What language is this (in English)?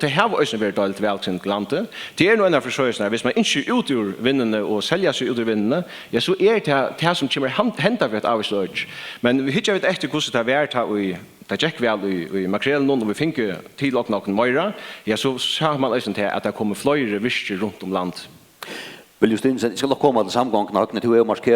Faroese